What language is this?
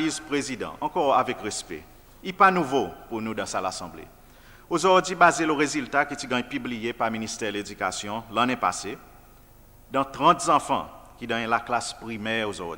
Seselwa Creole French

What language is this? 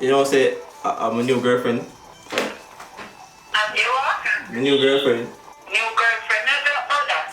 Jamaican Creole English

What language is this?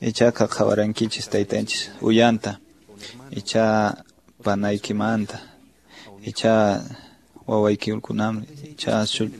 Quechua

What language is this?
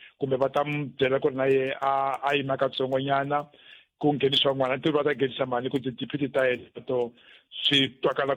Tsonga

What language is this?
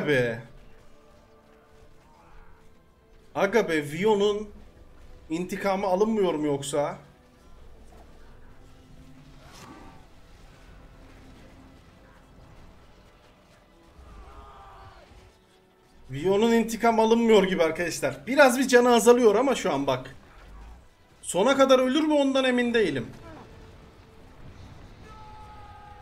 Turkish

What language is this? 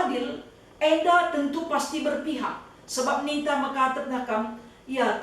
Batak Karo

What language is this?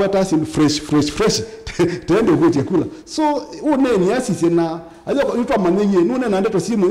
Kamba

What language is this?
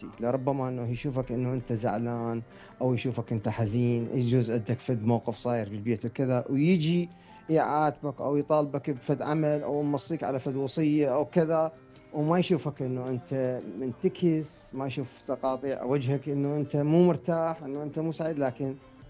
Mesopotamian Arabic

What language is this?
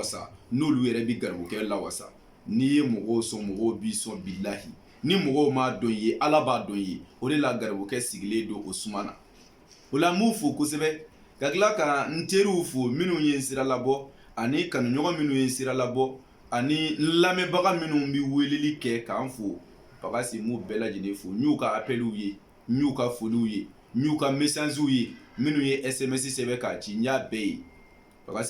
Bambara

